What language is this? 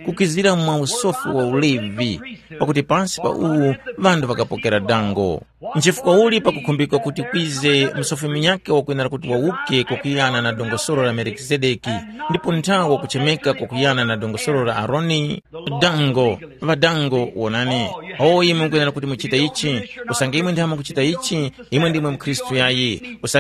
Tumbuka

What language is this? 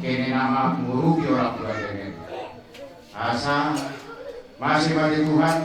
Batak Karo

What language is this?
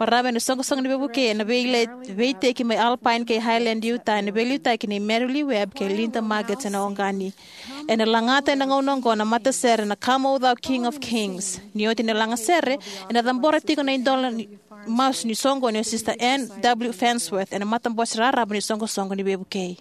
Fijian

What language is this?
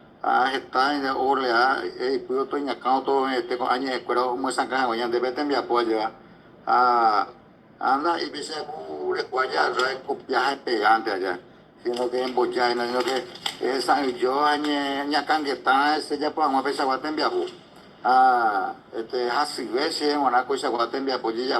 Guarani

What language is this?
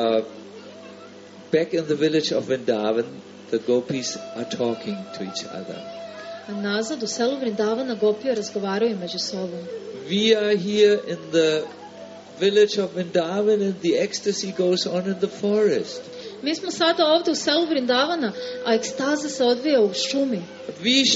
Serbian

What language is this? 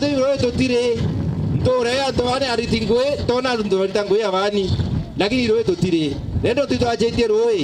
Meru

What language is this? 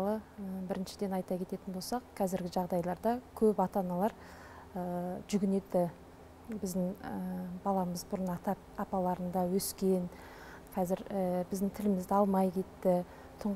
Kazakh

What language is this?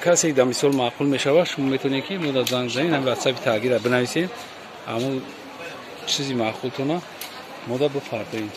Tajik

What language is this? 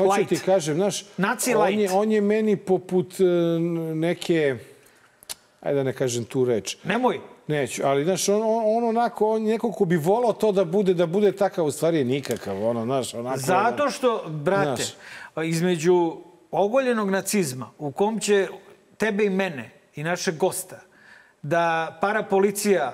Serbian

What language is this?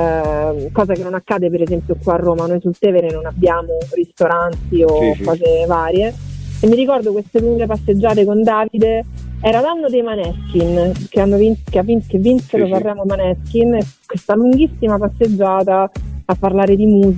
Italian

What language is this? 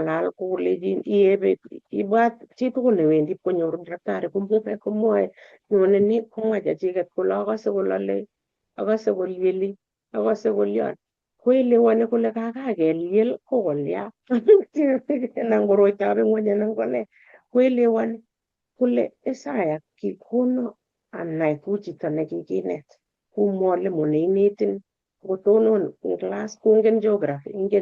Kalenjin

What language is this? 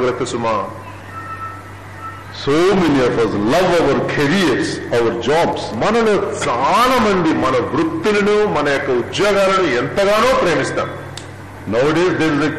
Telugu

